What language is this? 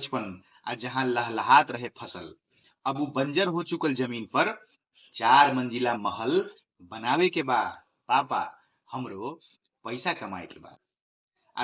Bhojpuri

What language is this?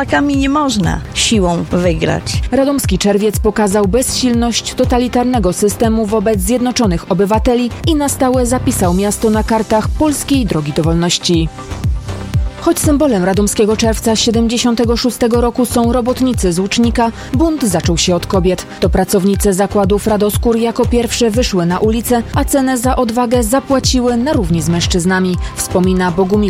Polish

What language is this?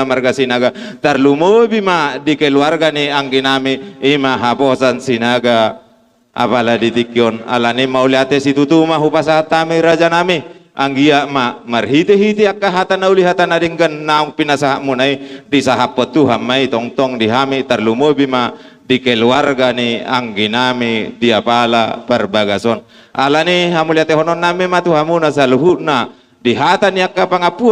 Batak Toba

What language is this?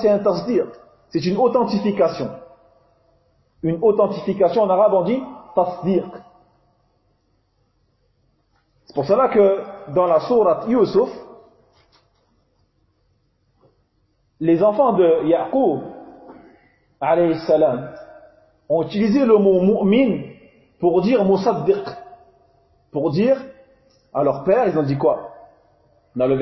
French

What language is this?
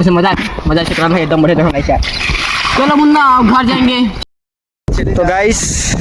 Chhattisgarhi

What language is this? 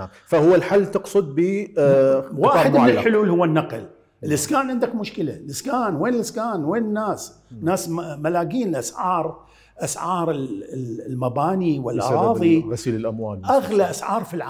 Mesopotamian Arabic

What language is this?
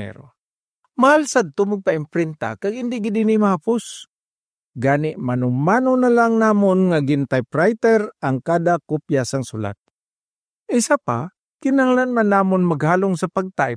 Hiligaynon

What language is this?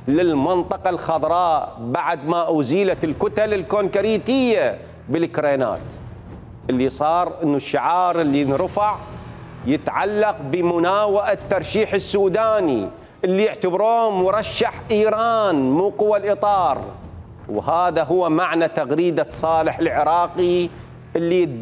Mesopotamian Arabic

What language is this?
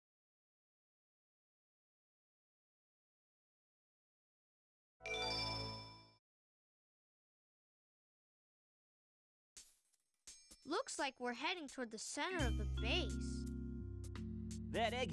English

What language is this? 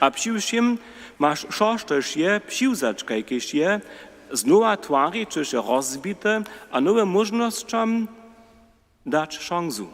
Upper Sorbian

